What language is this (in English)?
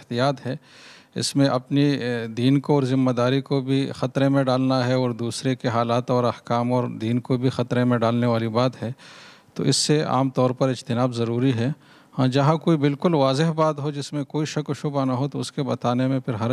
Urdu